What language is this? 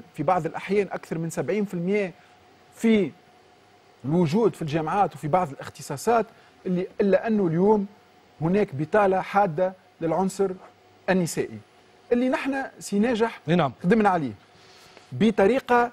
Tunisian Arabic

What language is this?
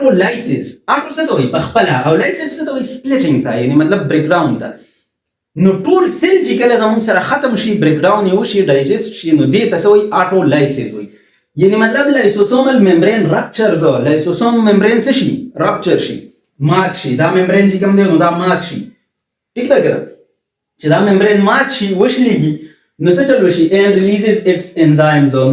Pashto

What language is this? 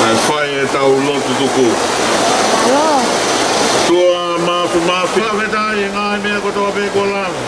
Tongan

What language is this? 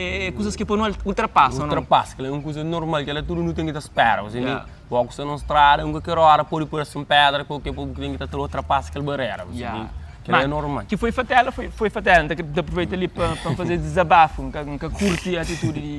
Kabuverdianu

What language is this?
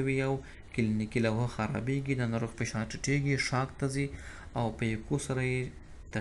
Pashto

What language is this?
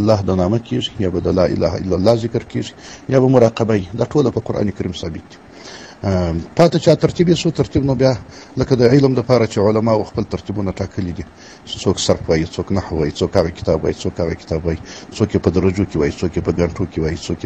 Pashto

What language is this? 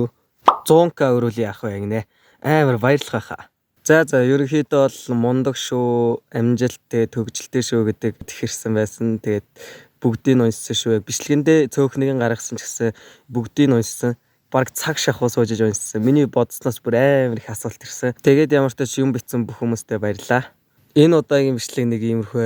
Mongolian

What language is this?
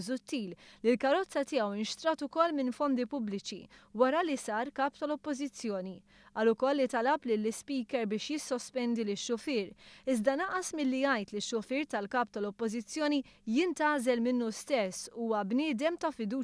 Maltese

